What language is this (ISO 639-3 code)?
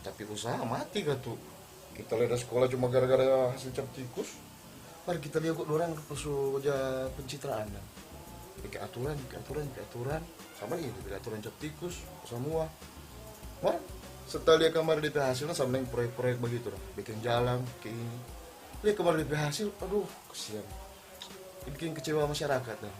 xmm